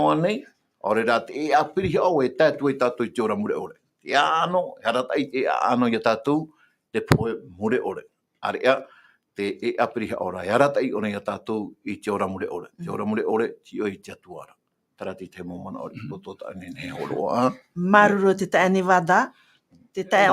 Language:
Tahitian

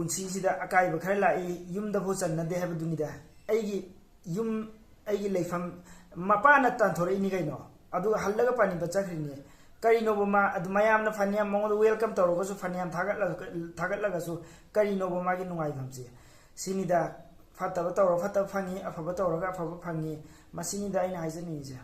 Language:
Manipuri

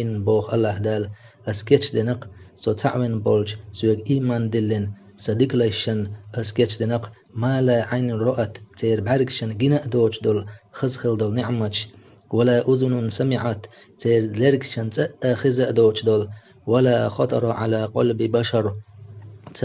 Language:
Chechen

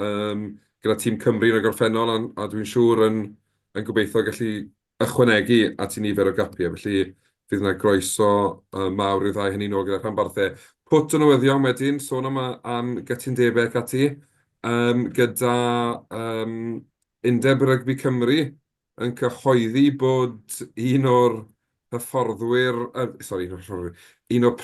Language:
Welsh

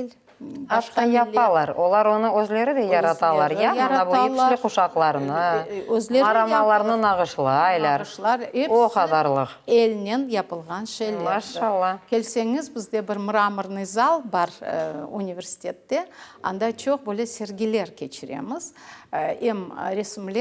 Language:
Crimean Tatar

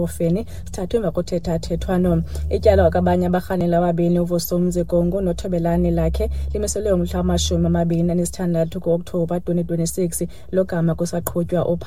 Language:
Xhosa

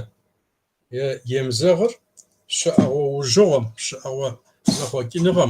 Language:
Kabardian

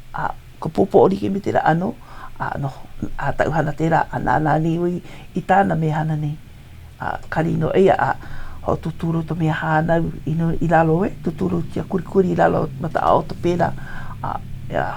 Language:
Hawaiian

